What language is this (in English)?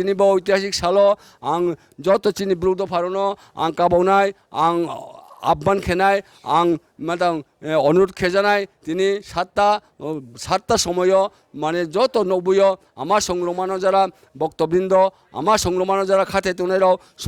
Riang (India)